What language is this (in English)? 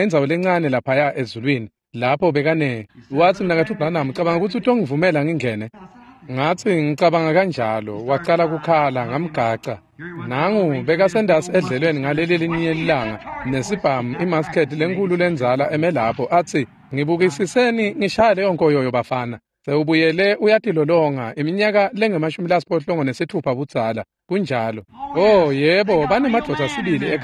Swati